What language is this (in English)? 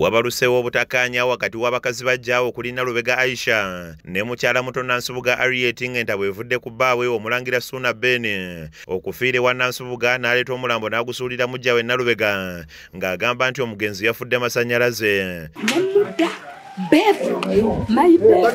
Ganda